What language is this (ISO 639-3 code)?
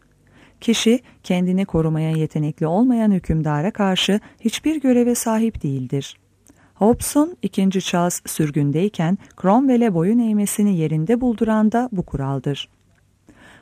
tur